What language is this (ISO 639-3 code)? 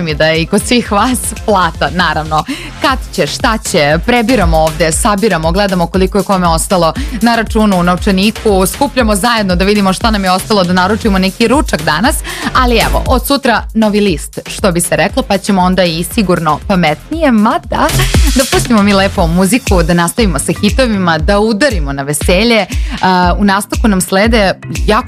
srp